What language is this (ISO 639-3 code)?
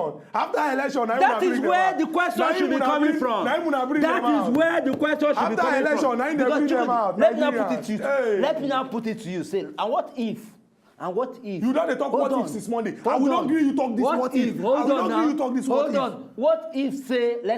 pcm